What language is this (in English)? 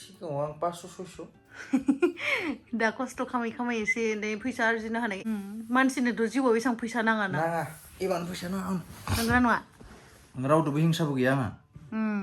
Bodo